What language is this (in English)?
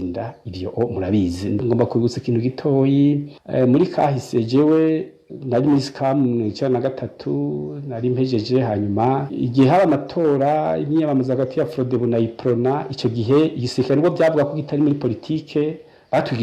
Rundi